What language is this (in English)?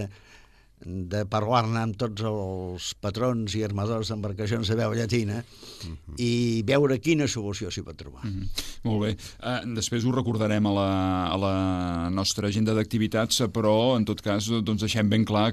Catalan